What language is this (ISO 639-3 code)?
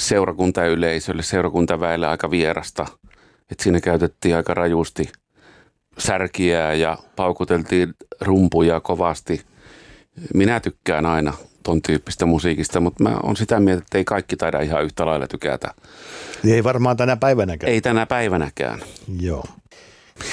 fin